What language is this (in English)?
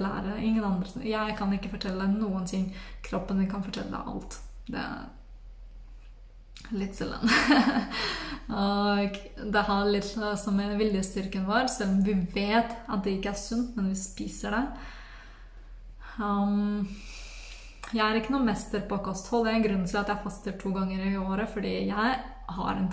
Norwegian